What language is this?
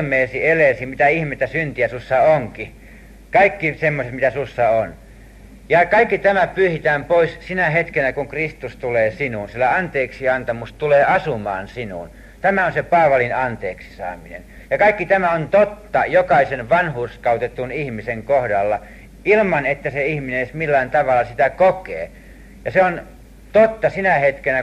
Finnish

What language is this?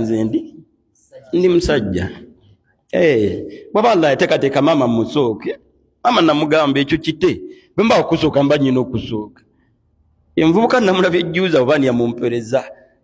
Ganda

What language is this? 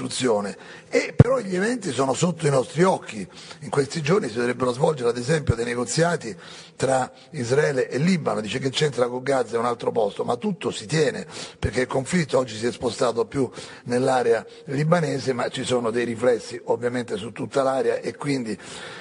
Italian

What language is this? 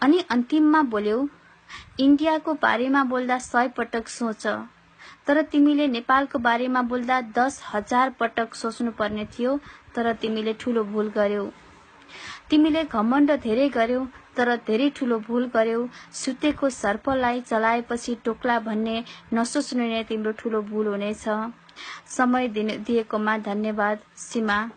Nepali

